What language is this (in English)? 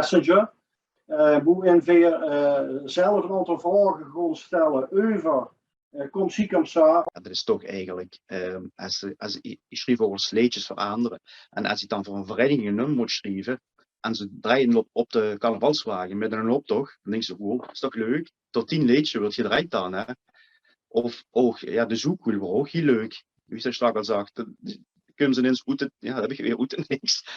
Limburgish